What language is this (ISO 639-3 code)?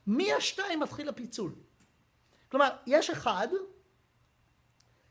heb